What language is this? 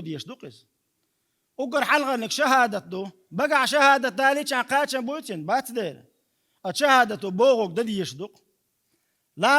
Chechen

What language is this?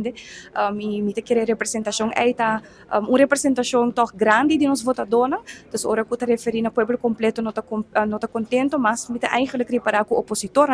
Papiamento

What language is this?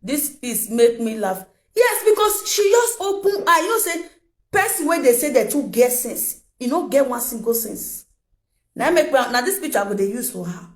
Nigerian Pidgin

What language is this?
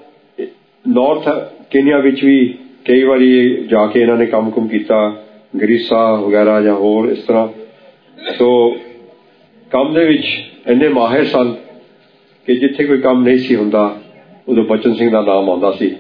Punjabi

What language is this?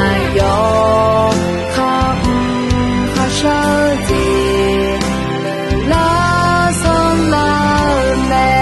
Akha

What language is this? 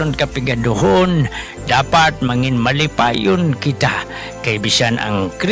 Hiligaynon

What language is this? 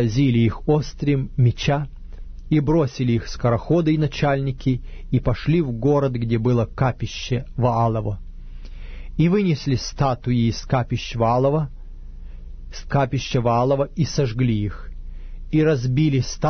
Russian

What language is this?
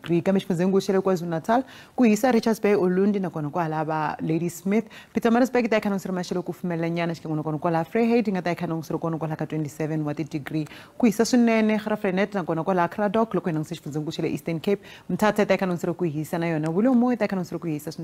Tsonga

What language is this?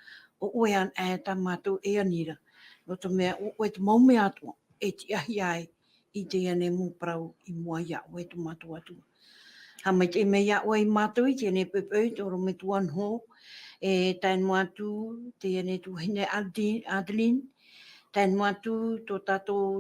Tahitian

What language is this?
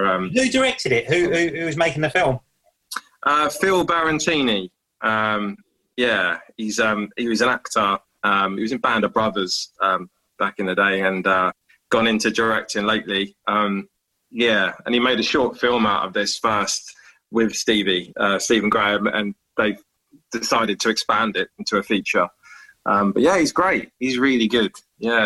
English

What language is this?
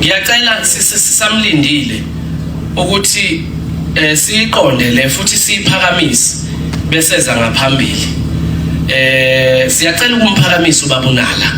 Zulu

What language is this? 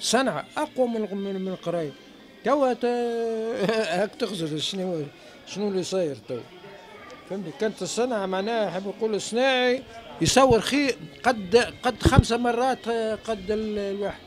Tunisian Arabic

